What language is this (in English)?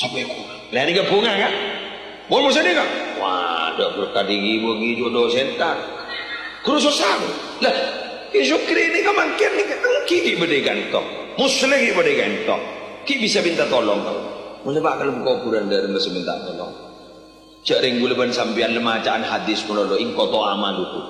Madurese